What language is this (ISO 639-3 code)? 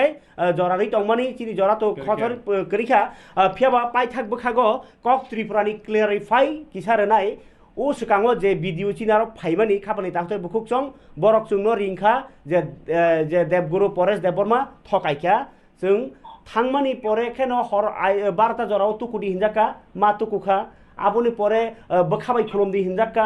trp